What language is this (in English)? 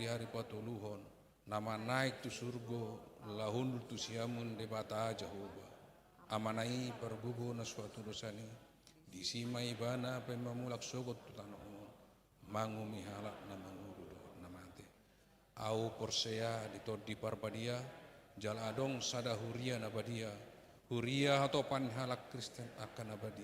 Batak Toba